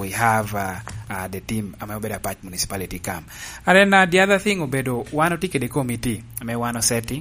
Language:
Lango (Uganda)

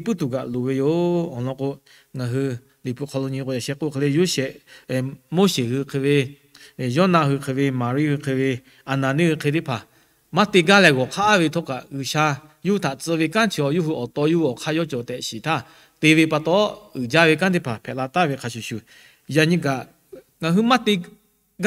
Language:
Lahu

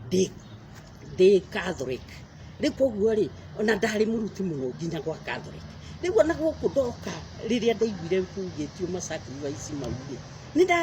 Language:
Kikuyu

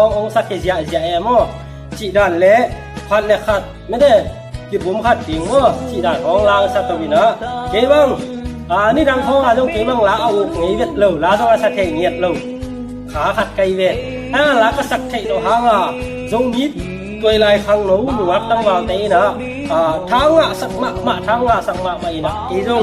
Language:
Tedim Chin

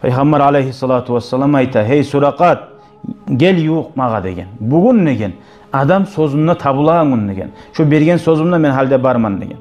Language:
Kumyk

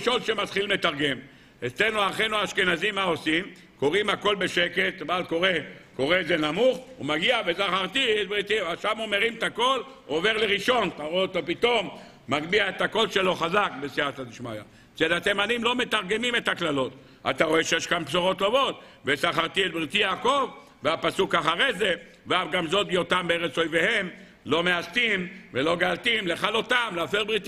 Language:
Hebrew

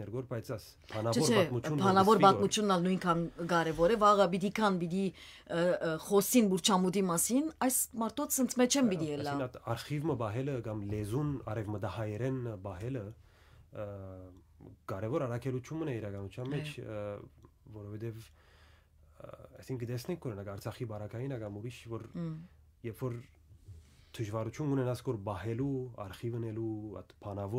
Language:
Western Armenian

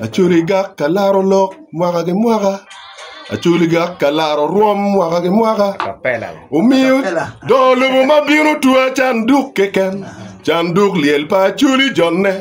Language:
Acoli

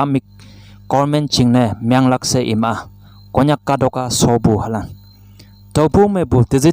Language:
Konyak Naga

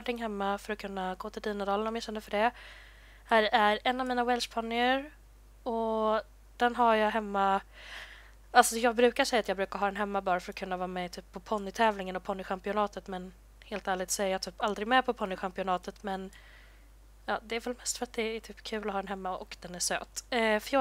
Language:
Swedish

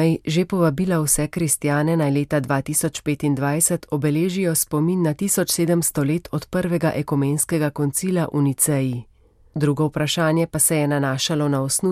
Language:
Slovenian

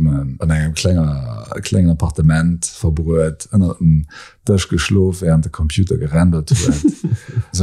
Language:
Luxembourgish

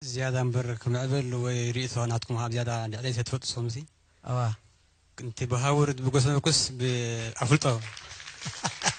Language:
Tigrinya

